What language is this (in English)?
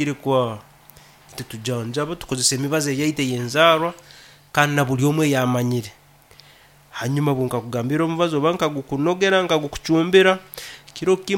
Nyankole